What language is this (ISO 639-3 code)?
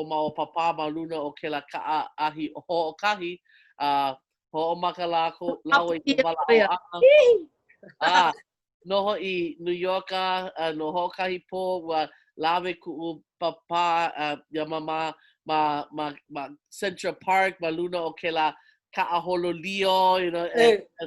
haw